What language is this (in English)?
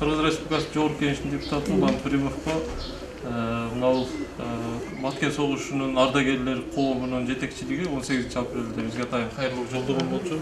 Kyrgyz